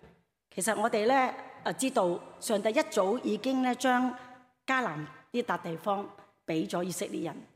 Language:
Cantonese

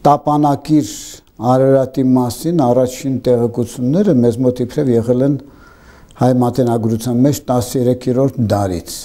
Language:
Armenian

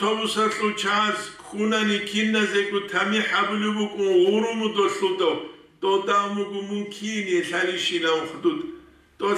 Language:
Avaric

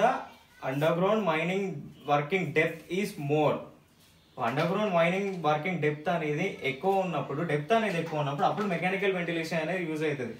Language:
Telugu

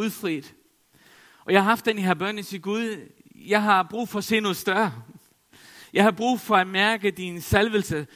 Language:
Danish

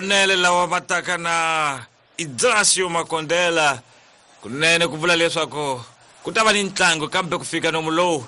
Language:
Tsonga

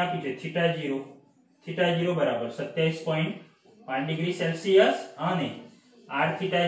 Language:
Gujarati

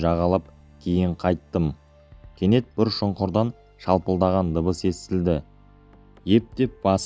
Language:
Kazakh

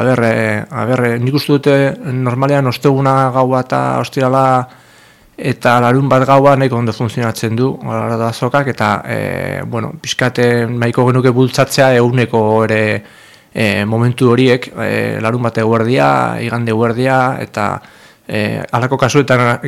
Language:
Basque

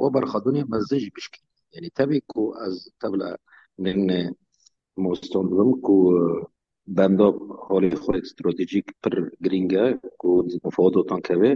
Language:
Kurdish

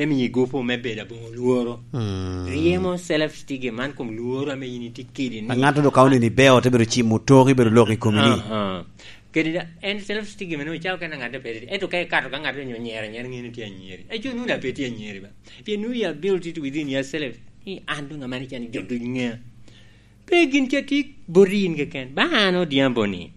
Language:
Lango (Uganda)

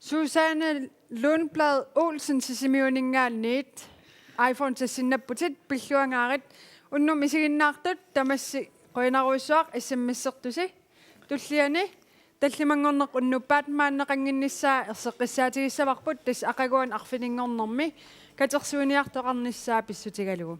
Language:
Kalaallisut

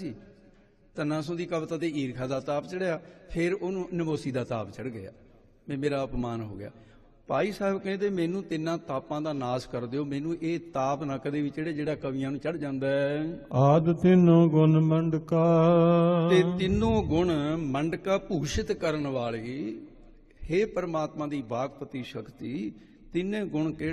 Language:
Punjabi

